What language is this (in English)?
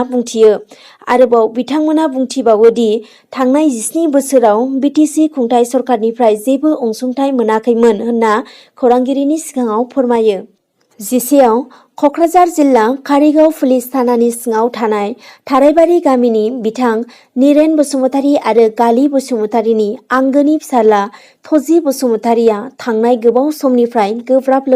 Bodo